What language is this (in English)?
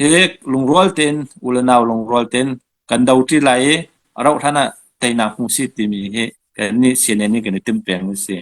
Hakha Chin